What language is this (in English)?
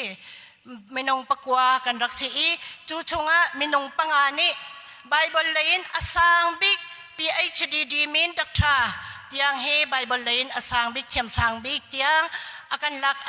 Hakha Chin